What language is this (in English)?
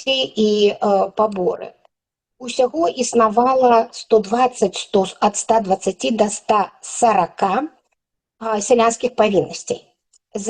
Belarusian